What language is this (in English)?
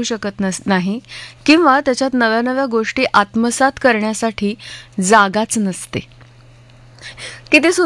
Marathi